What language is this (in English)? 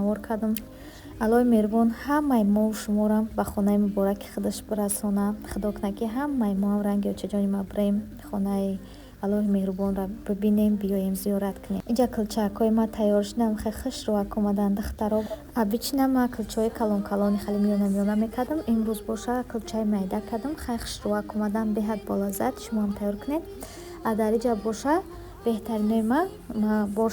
Tajik